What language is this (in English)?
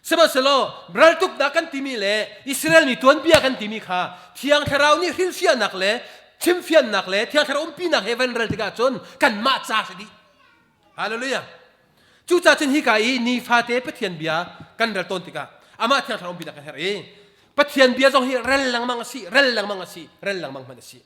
Hakha Chin